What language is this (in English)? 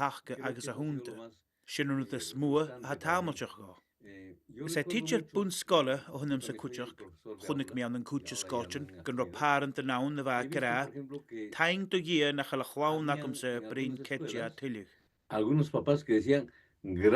Scottish Gaelic